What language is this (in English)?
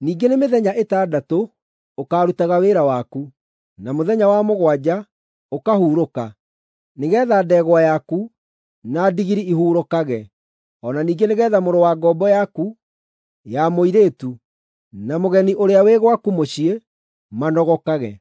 Kikuyu